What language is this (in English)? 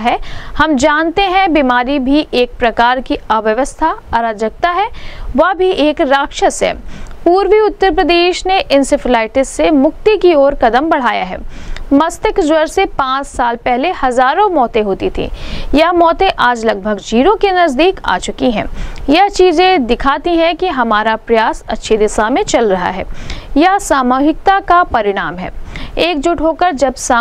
Hindi